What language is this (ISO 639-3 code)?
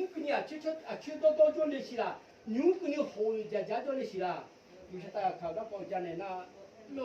ahk